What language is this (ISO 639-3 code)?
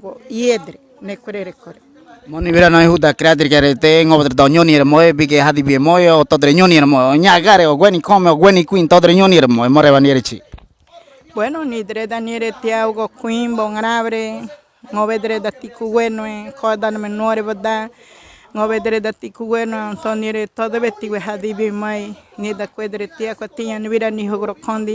gym